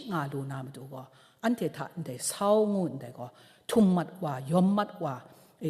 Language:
Kachin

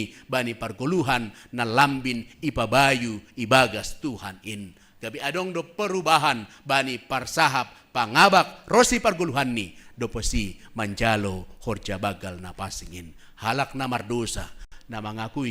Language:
Batak Simalungun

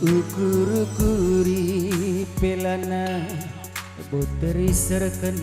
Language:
Batak Karo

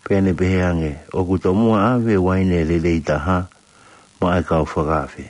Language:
Tongan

